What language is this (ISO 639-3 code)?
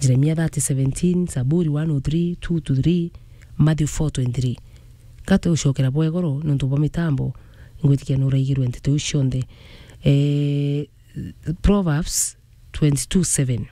mer